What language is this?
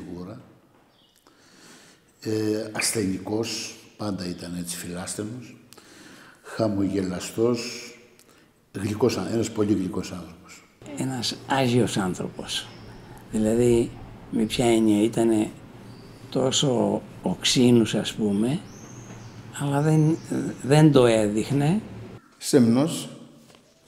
Greek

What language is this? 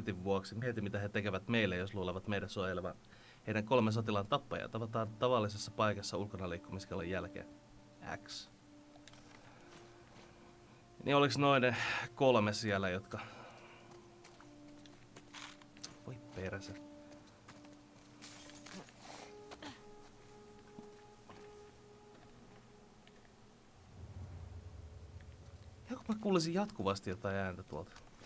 Finnish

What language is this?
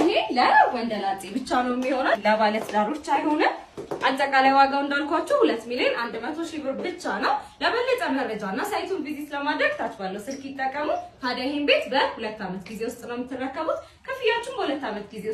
Amharic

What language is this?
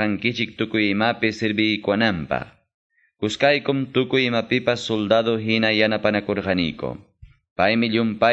Quechua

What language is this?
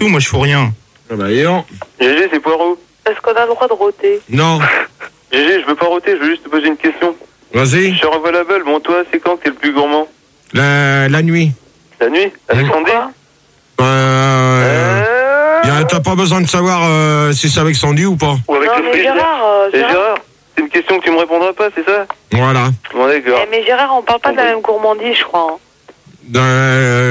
French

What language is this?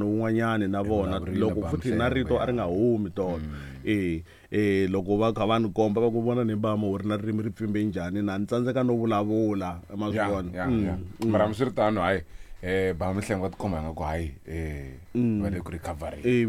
Tsonga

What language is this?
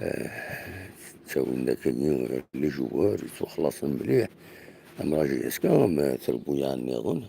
Kabyle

